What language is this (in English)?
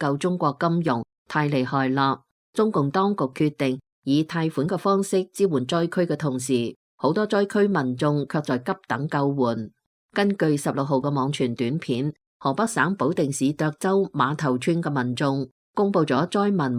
Cantonese